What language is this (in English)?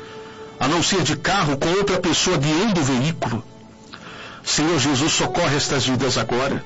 Portuguese